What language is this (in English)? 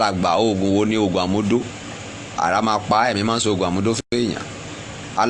Yoruba